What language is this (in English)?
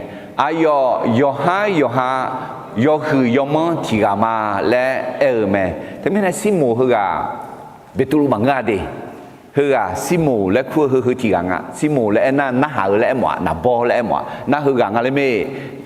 Akha